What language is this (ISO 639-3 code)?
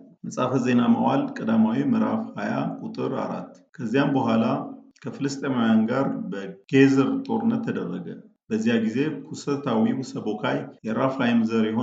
amh